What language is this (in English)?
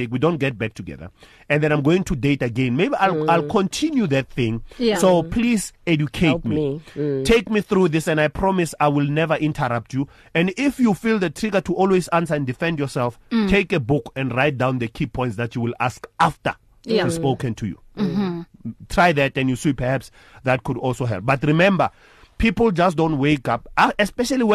English